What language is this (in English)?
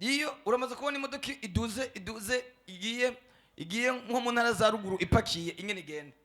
Rundi